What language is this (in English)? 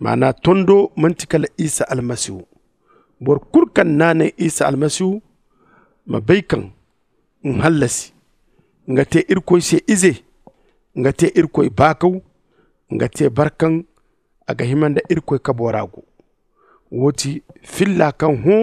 Zarma